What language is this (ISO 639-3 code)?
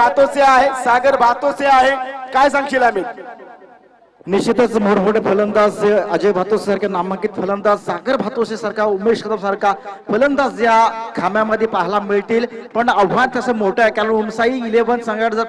mar